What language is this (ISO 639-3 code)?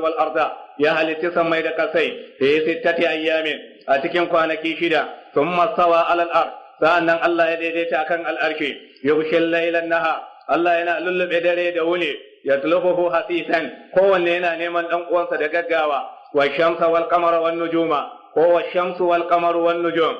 hau